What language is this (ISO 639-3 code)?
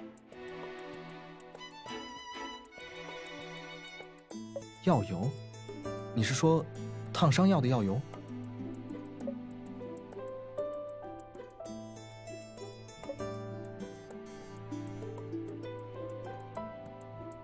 zho